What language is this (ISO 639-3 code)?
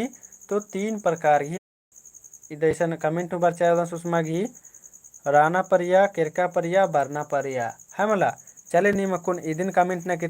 kru